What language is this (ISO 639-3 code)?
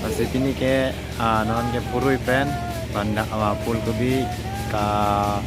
mjw